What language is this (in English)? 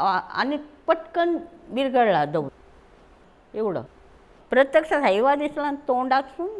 Marathi